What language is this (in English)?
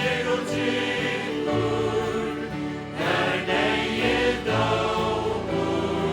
Faroese